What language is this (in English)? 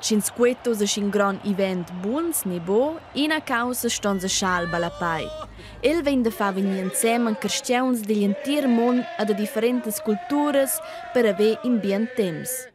Romansh